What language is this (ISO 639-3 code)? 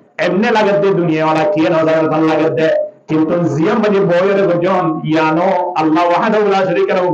rhg